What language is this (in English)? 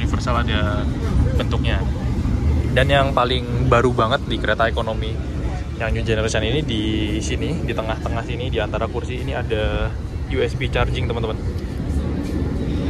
Indonesian